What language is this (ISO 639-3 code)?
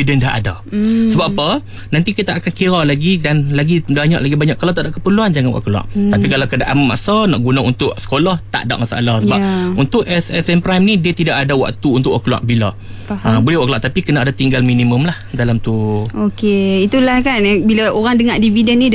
msa